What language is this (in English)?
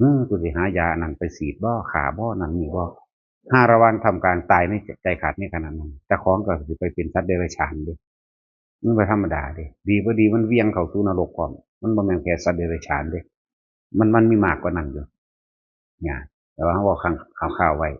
Northeastern Thai